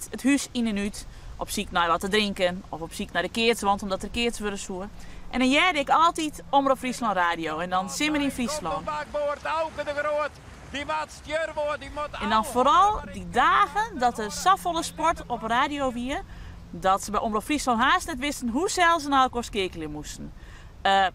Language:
Western Frisian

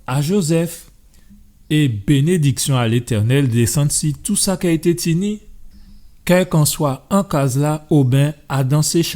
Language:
Guadeloupean Creole French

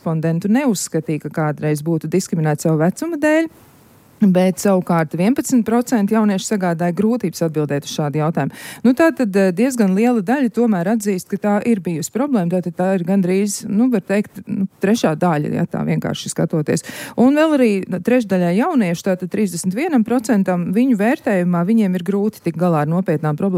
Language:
Latvian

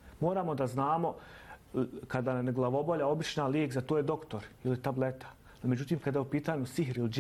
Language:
Bosnian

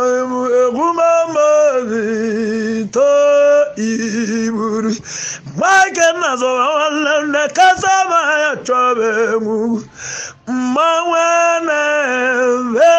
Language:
Igbo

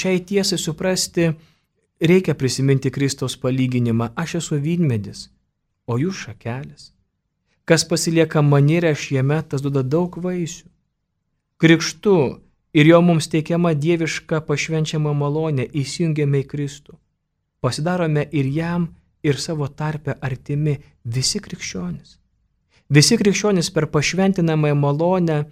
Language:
Lithuanian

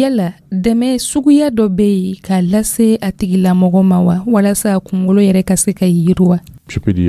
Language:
Dyula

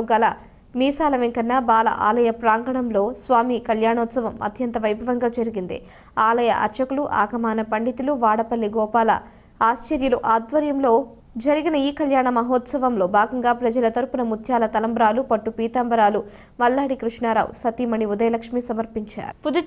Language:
Telugu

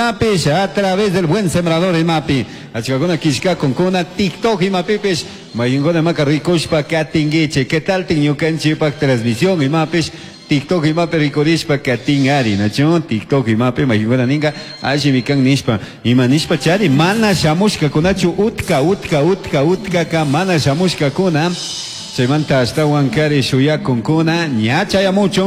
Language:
Chimborazo Highland Quichua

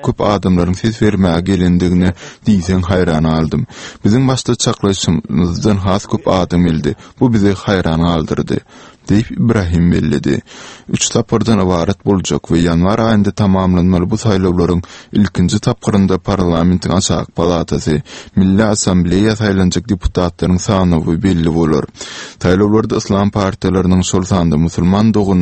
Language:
Turkmen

